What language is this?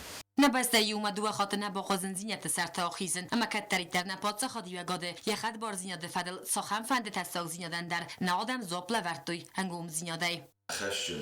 Ossetic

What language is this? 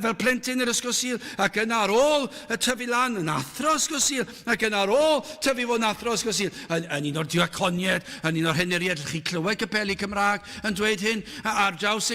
Welsh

